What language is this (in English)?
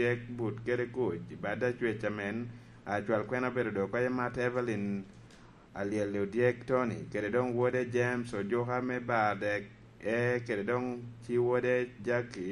Lango (Uganda)